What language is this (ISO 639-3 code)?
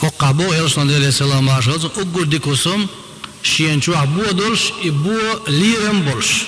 che